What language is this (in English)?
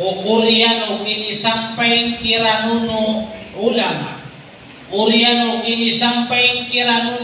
Maranao